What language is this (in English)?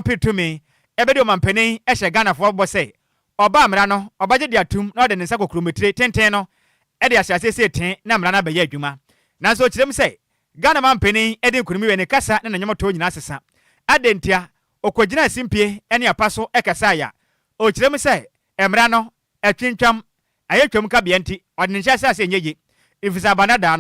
Akan